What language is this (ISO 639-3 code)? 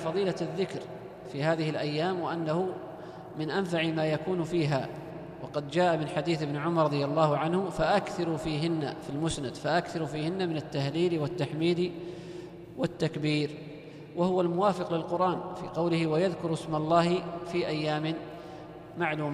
ara